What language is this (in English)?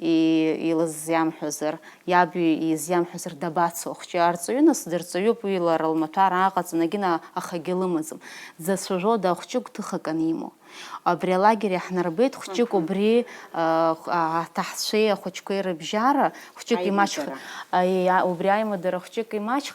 Abkhazian